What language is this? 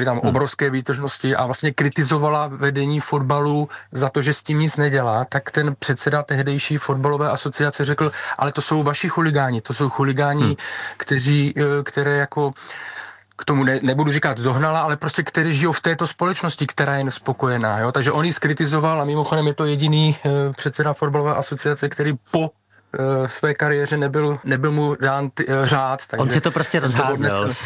Czech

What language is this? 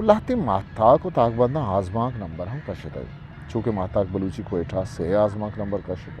Eastern Balochi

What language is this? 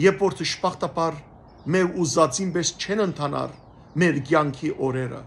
Western Armenian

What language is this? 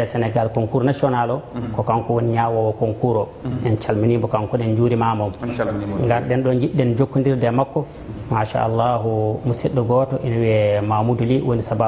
Fula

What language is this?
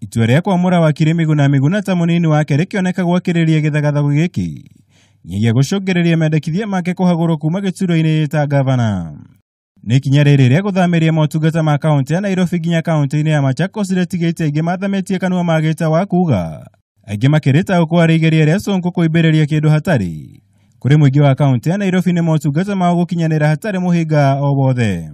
Kikuyu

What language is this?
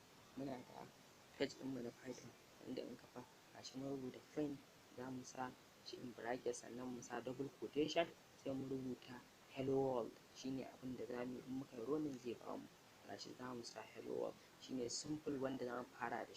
Hausa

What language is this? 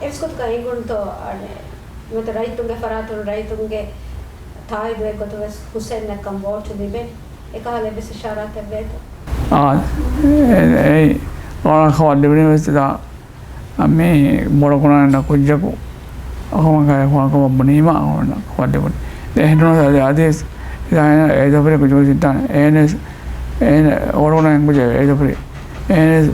Divehi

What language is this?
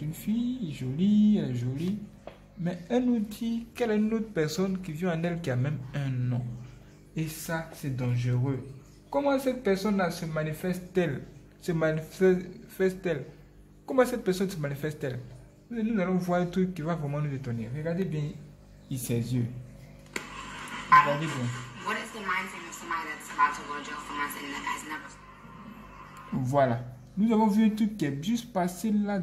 French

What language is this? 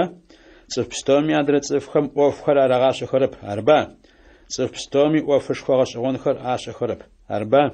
Adyghe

